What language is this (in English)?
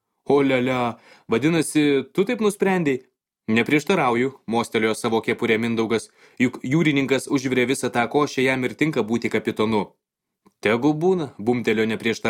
Lithuanian